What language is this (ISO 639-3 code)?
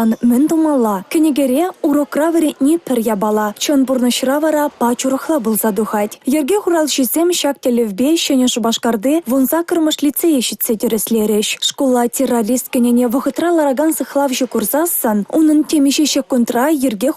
chv